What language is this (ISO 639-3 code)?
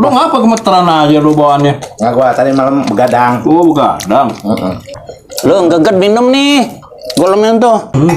bew